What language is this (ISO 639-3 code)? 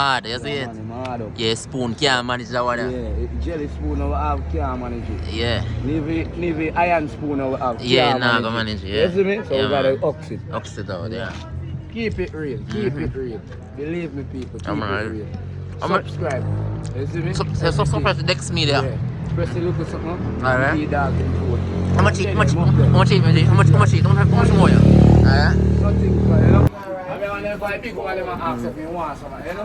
jam